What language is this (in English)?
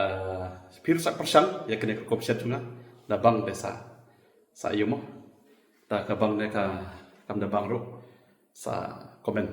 Khasi